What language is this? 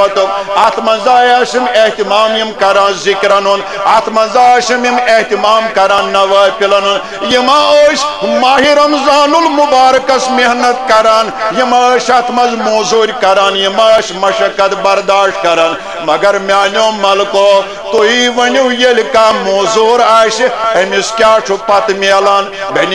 Kashmiri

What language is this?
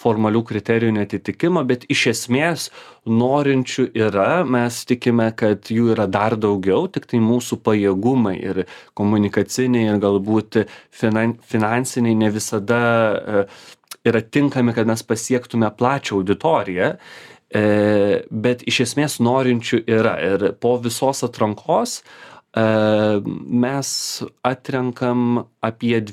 Lithuanian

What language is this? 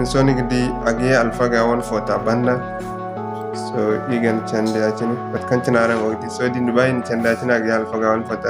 Zarma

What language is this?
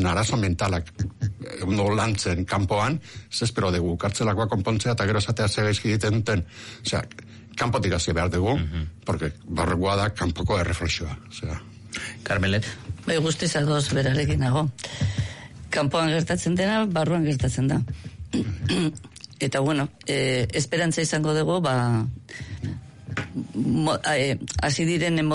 Basque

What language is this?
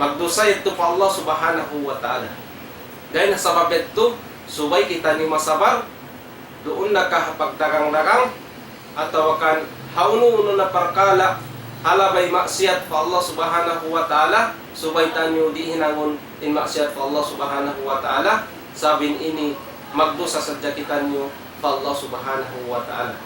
Tausug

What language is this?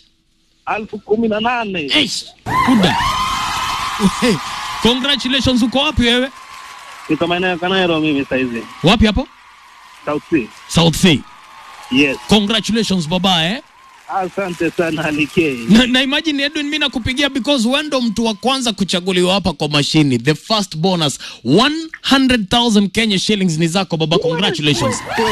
Swahili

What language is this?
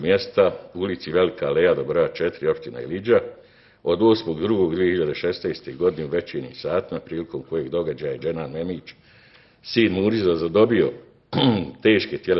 Bosnian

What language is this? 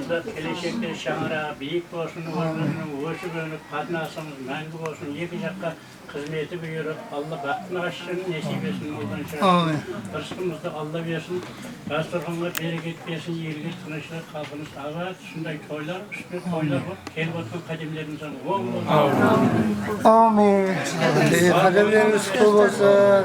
Kara-Kalpak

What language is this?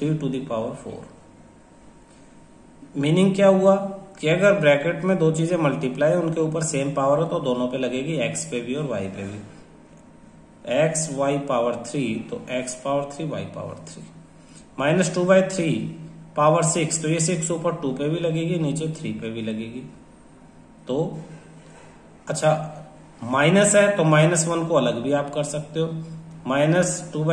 Hindi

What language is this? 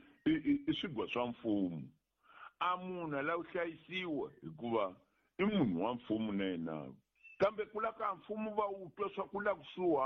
Tsonga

